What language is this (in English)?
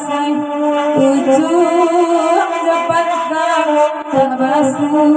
Minangkabau